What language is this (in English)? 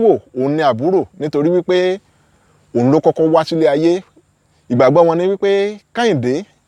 Yoruba